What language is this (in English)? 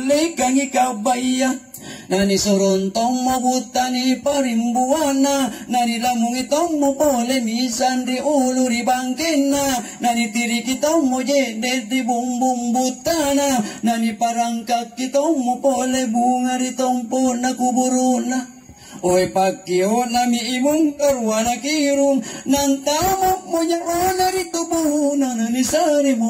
Makasar